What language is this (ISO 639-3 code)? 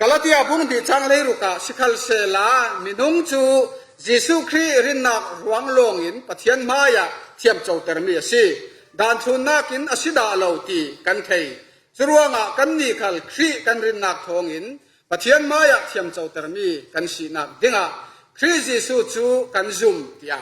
cfm